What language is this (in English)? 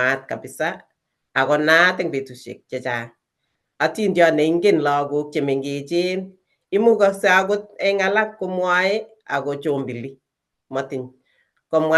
Kalenjin